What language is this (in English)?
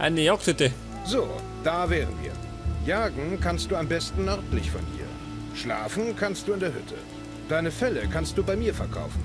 Bavarian